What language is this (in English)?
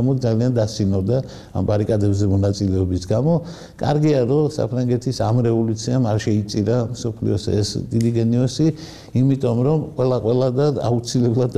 Georgian